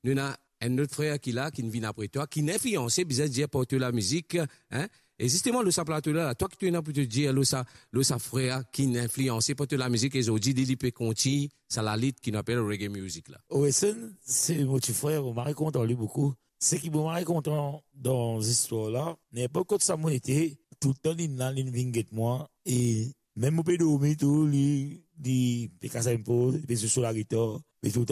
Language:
Morisyen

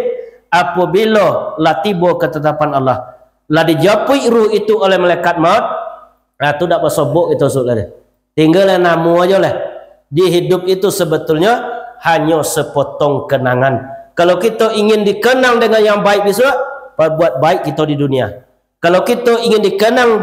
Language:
Minangkabau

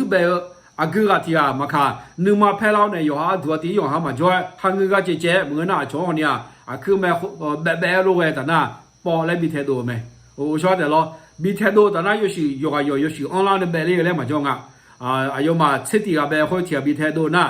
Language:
Akha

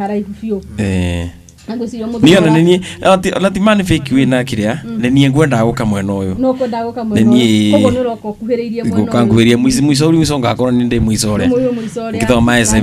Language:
Kikuyu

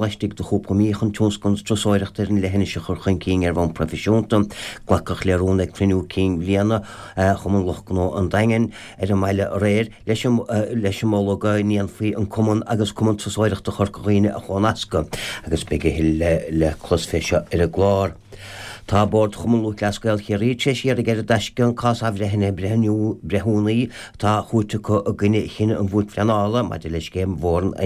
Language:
Irish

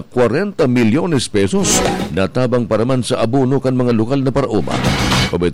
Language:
Bikol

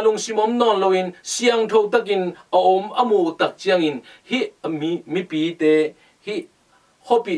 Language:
Tedim Chin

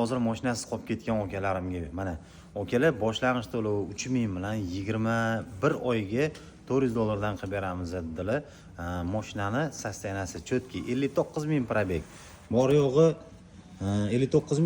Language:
Uzbek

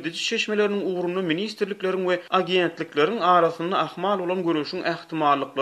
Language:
Turkmen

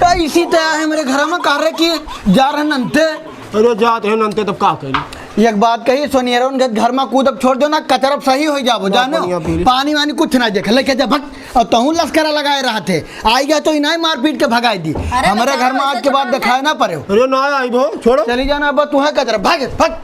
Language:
Awadhi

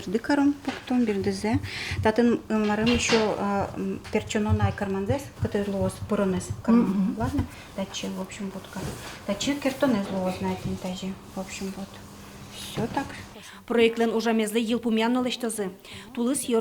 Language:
Udmurt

